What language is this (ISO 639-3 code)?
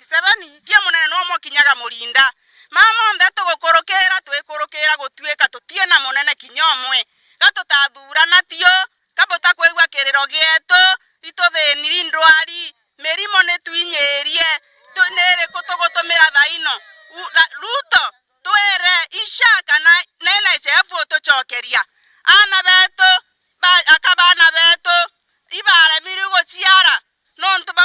mer